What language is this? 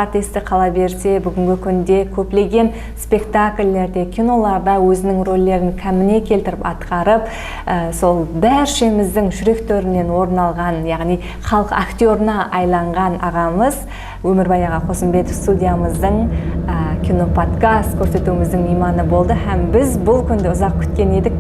Kara-Kalpak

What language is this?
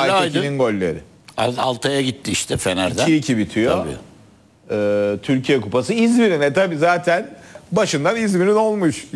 Turkish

